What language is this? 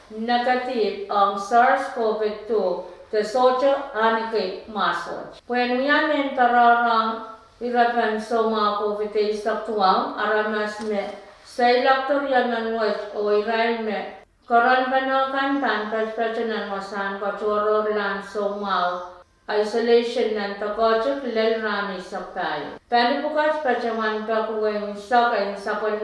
Pohnpeian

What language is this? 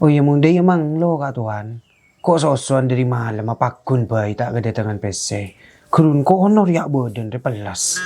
Madurese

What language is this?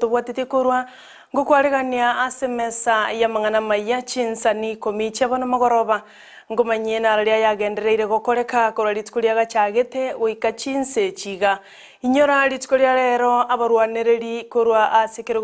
Gusii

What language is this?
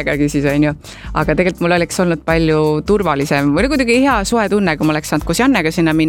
Estonian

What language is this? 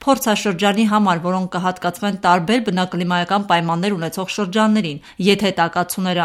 Armenian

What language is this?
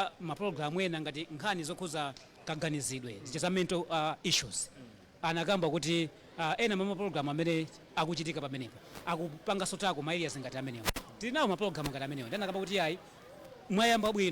Nyanja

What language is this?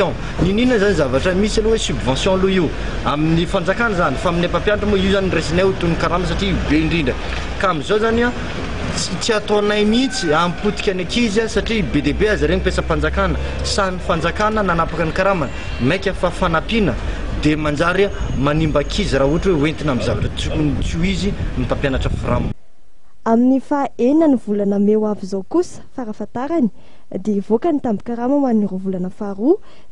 Malagasy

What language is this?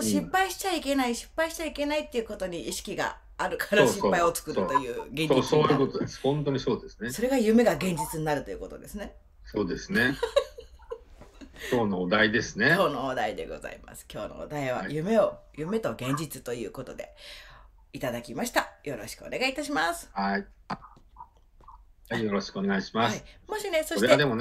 Japanese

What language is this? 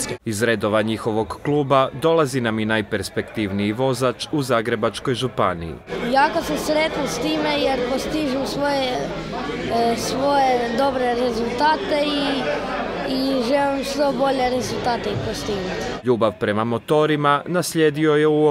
Croatian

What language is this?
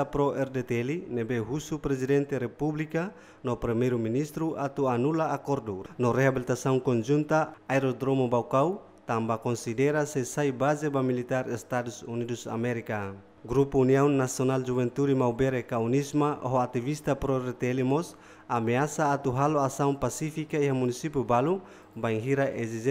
Tetum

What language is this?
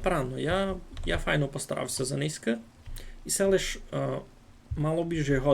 Rusyn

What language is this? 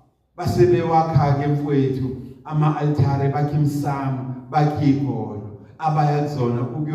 Zulu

